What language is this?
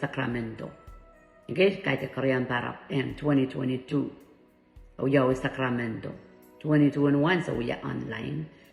Pohnpeian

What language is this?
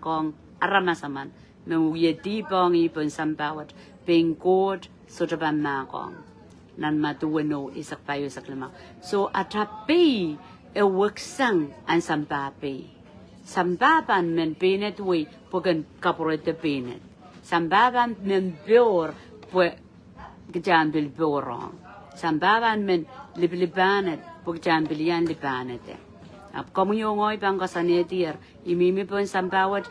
Pohnpeian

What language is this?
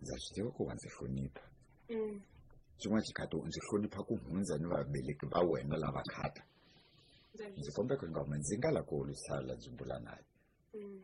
Tsonga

